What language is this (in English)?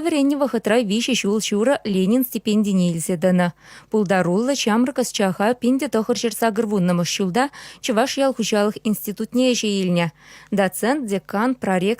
Chuvash